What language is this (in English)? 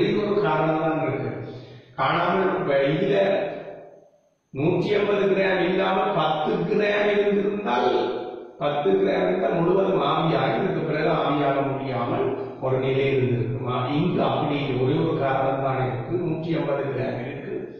Tamil